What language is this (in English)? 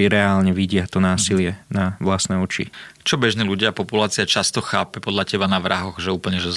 Slovak